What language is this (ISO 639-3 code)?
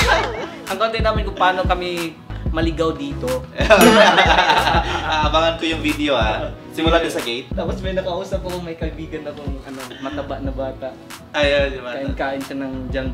fil